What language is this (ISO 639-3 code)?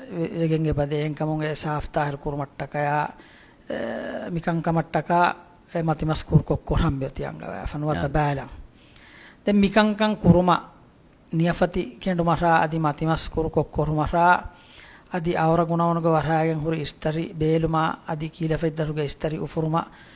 div